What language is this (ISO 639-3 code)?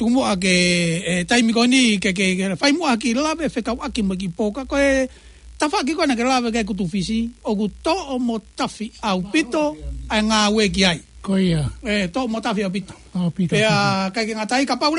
ton